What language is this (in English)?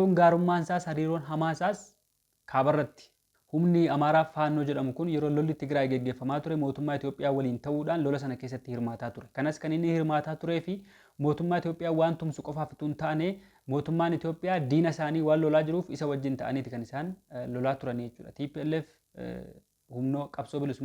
Oromo